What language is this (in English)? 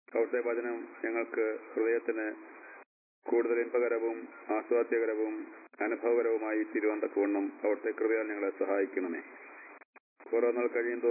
Malayalam